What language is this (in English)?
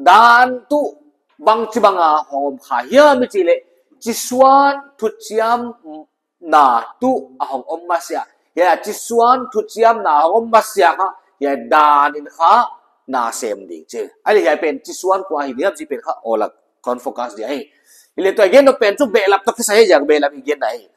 Paite Chin